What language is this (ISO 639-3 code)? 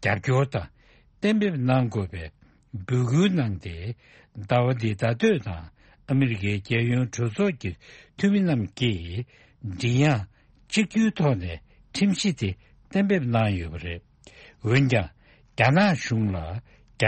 bod